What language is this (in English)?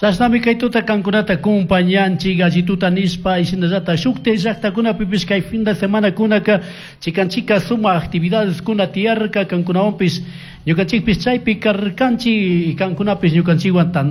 Chimborazo Highland Quichua